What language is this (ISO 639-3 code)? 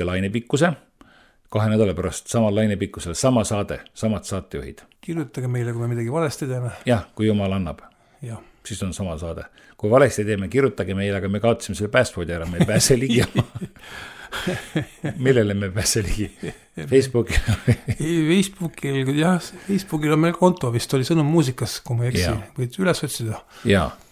est